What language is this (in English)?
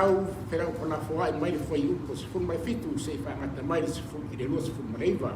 Samoan